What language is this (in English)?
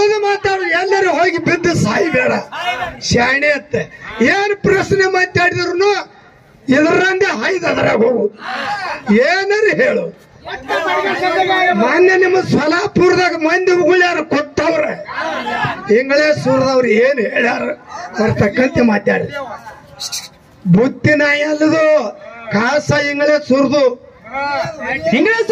Kannada